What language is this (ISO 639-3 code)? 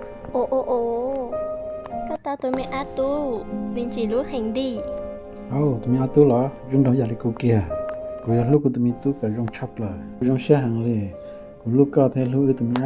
hmn